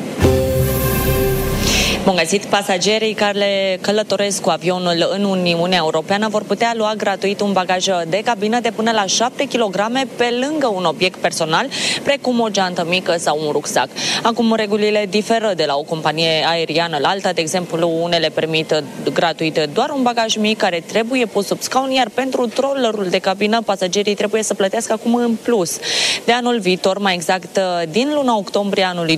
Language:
Romanian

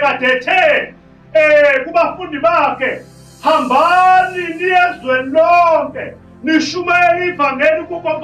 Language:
Zulu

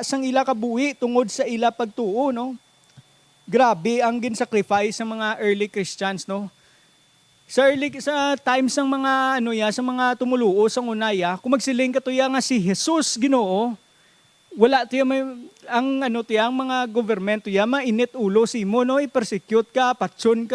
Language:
Hiligaynon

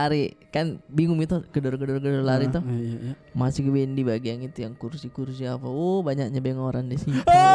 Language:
Makassar Malay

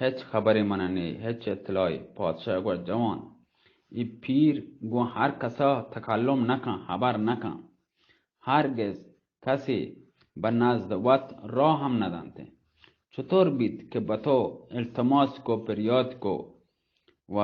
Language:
Baluchi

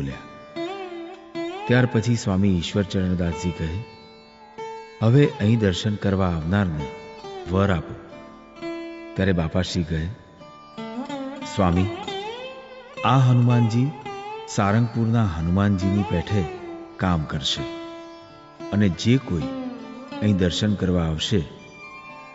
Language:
Gujarati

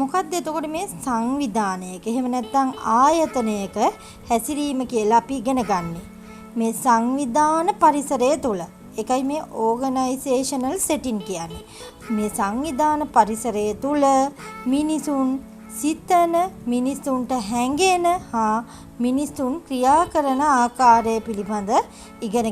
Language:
Sinhala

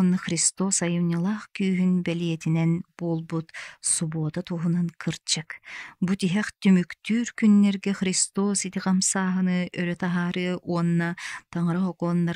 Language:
Yakut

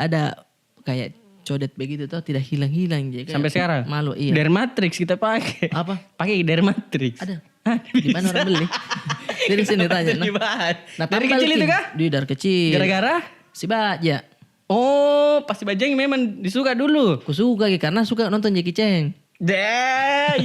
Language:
Makassar Malay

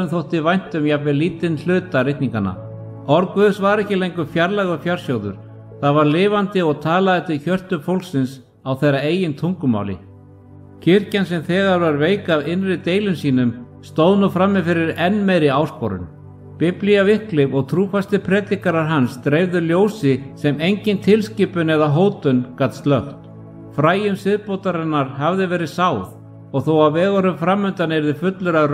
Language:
Icelandic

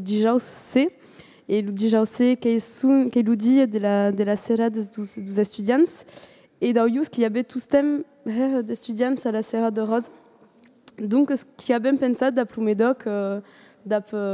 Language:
Occitan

